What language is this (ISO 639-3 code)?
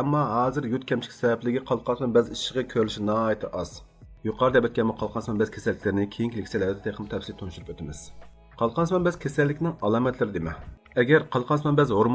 uig